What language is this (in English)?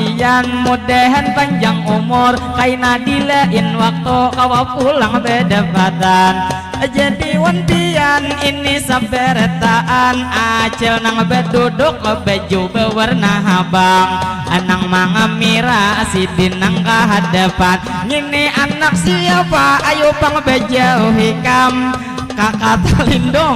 Banjar